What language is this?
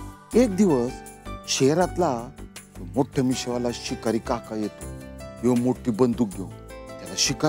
Marathi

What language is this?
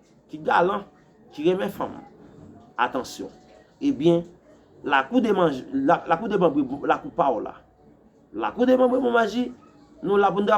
Haitian Creole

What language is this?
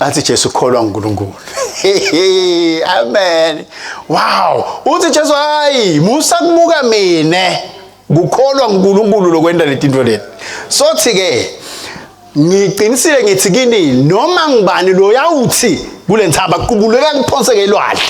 Swati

